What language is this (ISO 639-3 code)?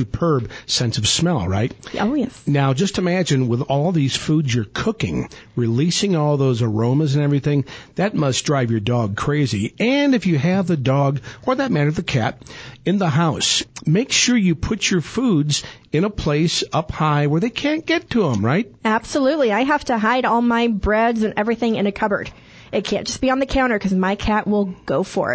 eng